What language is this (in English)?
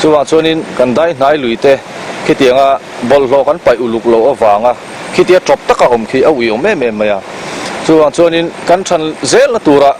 Mizo